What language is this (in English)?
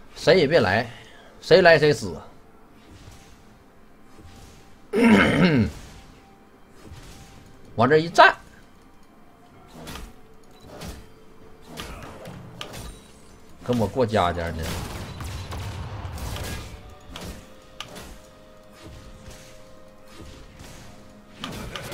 Chinese